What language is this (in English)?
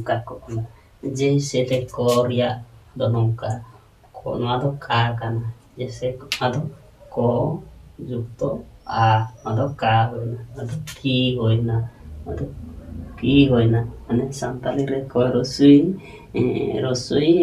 Santali